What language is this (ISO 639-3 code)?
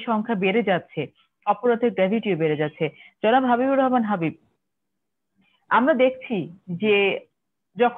ben